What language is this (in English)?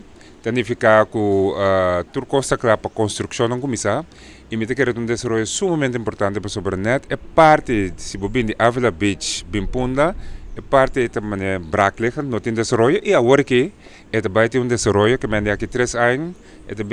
Papiamento